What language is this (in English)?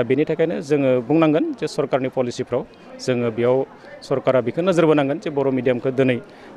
Bodo